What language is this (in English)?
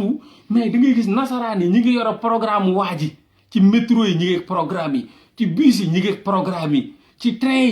Wolof